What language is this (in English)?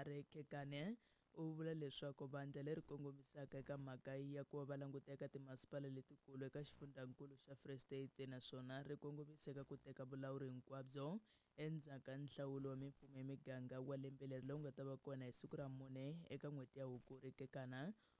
Tsonga